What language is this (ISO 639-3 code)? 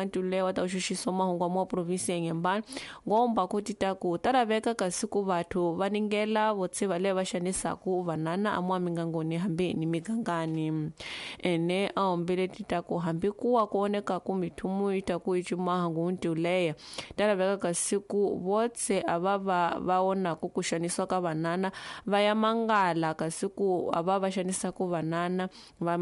tso